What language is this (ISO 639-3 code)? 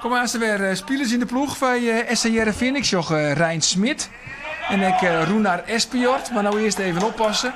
fry